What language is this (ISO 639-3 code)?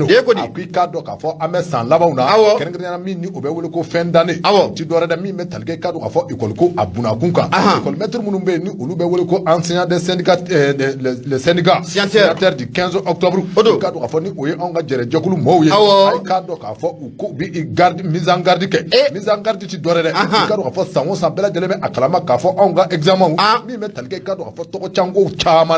bam